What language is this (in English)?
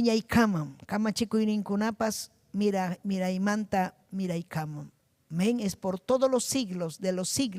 Ayacucho Quechua